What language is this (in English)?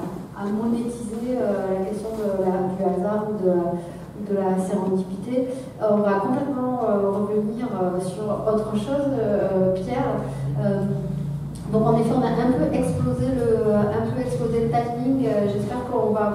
French